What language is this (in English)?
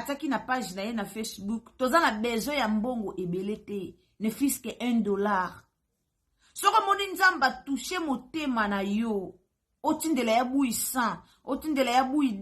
Lingala